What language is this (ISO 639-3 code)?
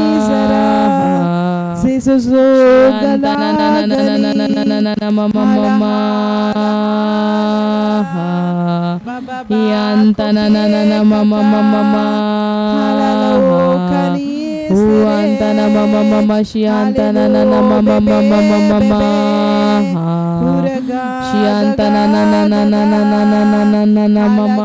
kdh